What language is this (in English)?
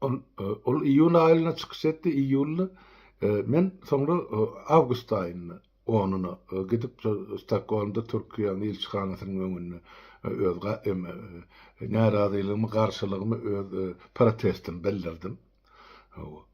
Turkmen